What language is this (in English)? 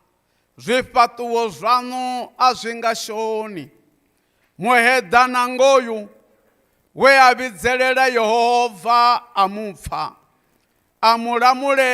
Venda